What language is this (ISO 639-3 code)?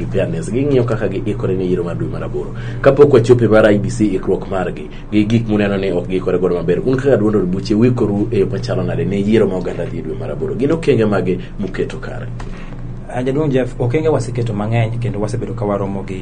luo